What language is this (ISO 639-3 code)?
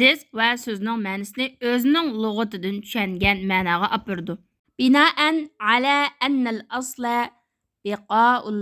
uig